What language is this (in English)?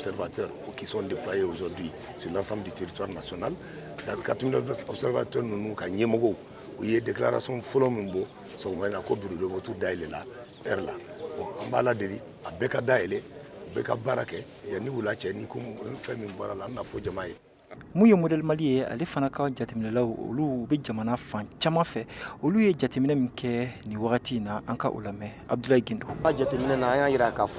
Bambara